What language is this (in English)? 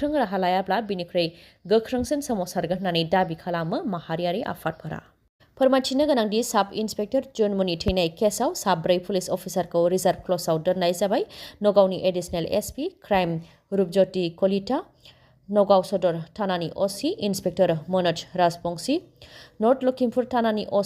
Bodo